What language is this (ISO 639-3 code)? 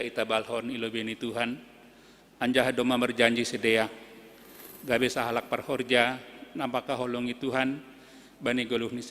bts